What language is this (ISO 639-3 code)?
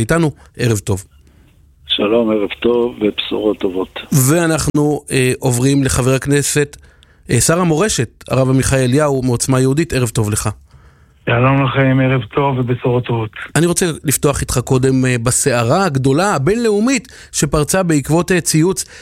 heb